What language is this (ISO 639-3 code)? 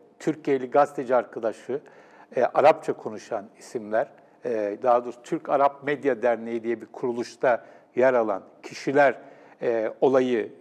tur